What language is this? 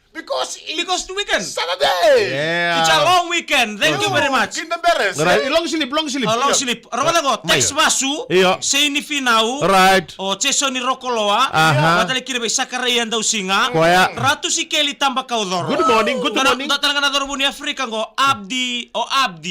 Fijian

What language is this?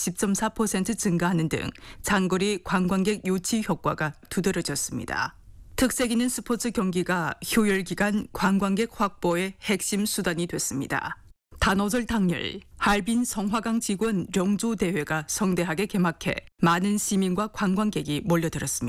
Korean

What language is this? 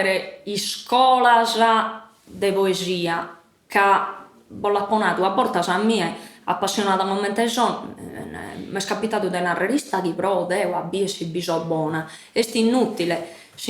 Sardinian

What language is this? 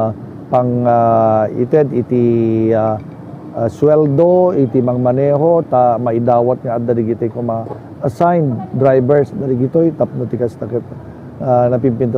Iloko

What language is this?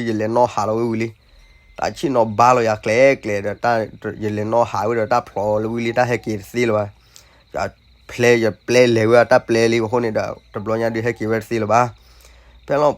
S'gaw Karen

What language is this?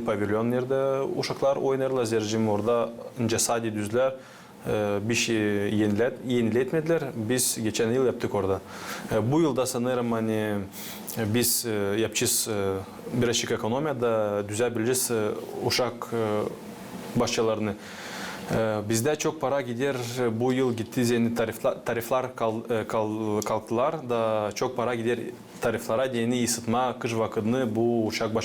Gagauz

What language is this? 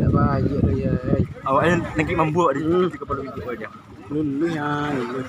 Minangkabau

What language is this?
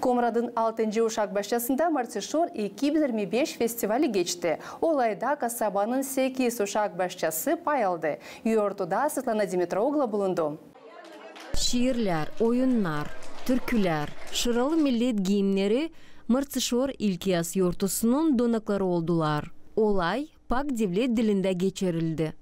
Gagauz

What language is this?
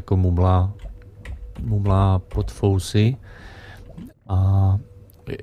Czech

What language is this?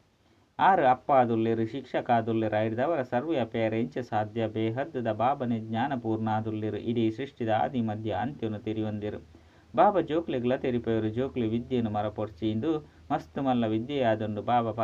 Tulu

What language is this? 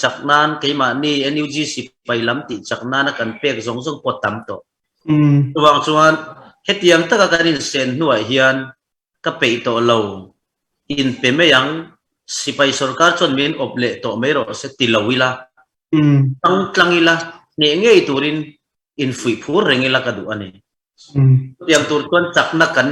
Hakha Chin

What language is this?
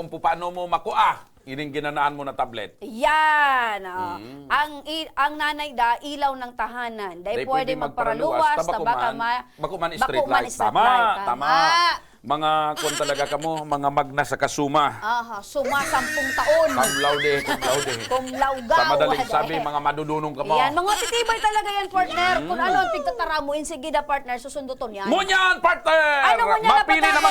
Bikol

